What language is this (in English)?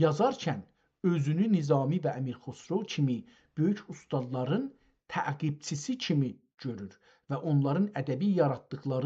South Azerbaijani